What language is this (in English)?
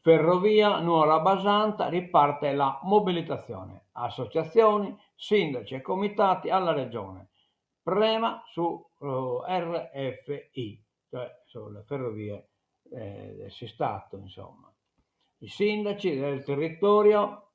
Sardinian